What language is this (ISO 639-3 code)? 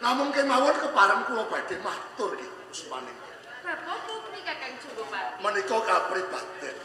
jav